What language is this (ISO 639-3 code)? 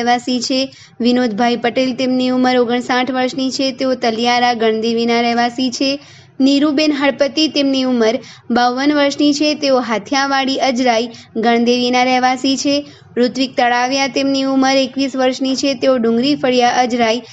guj